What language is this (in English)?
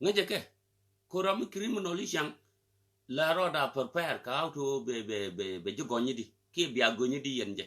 Nuer